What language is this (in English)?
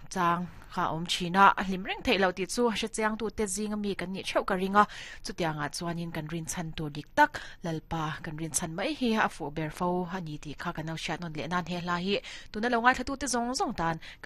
Mizo